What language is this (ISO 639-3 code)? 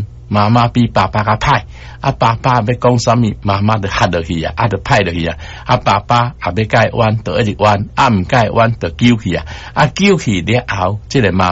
nan